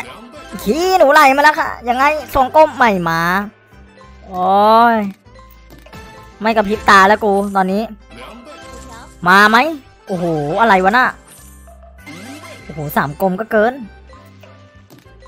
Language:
Thai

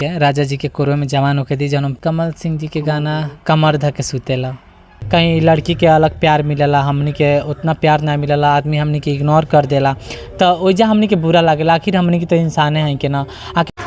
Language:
Bhojpuri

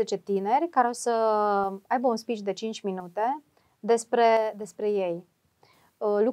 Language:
Romanian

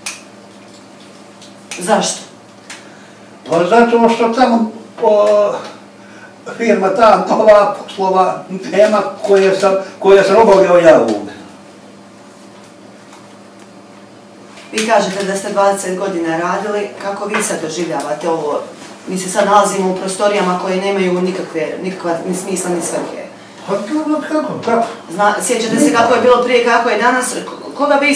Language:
Bosnian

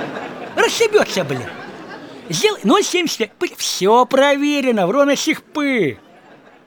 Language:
Russian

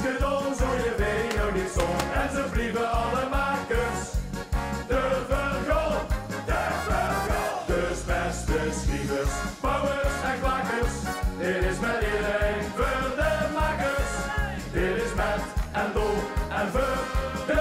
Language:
Limburgish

